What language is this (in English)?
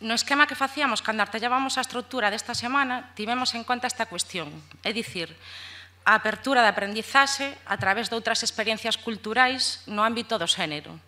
Galician